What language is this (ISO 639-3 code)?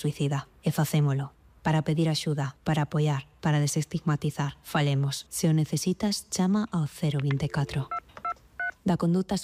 glg